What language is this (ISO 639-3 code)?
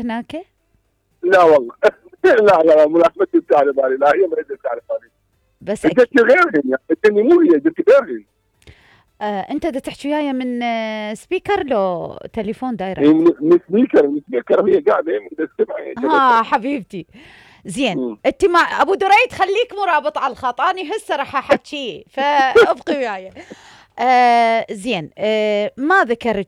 acm